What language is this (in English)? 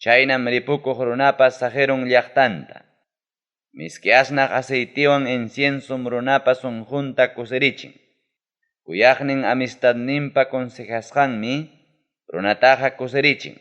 Ayacucho Quechua